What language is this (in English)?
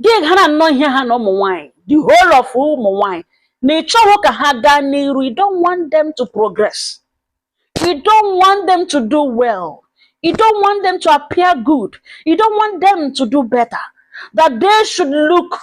Igbo